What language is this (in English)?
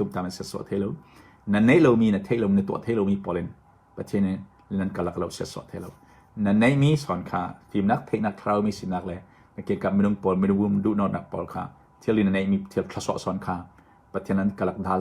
Hakha Chin